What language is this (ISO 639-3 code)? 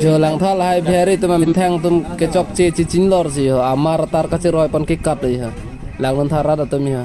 mjw